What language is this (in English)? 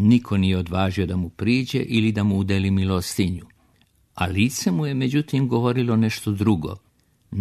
Serbian